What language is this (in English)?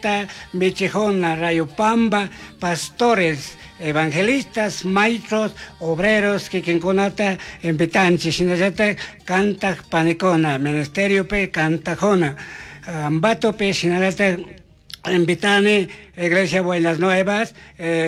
Chimborazo Highland Quichua